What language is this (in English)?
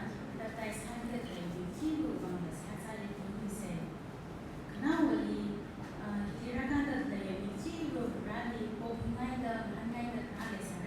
Tangkhul Naga (India)